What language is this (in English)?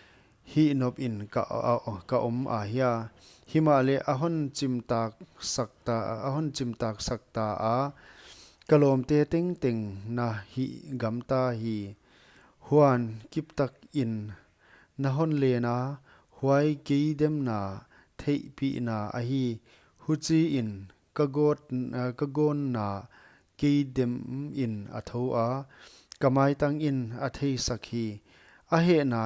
Paite Chin